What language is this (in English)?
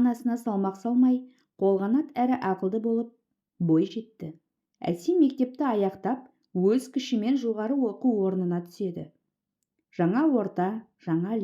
Kazakh